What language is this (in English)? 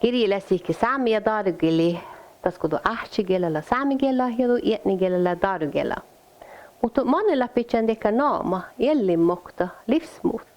Northern Sami